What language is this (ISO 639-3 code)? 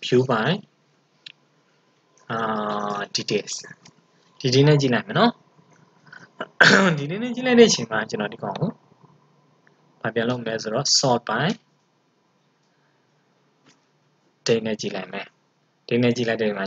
mya